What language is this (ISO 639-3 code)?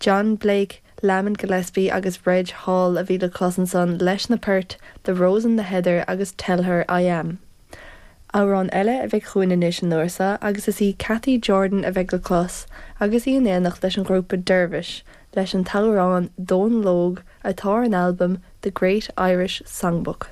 gle